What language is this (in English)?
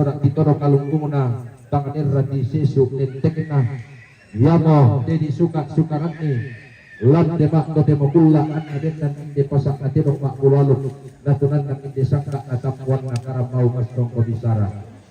Toraja-Sa'dan